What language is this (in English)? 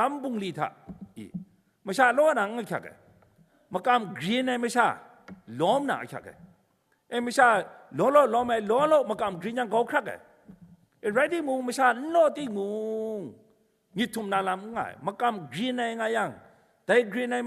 Kachin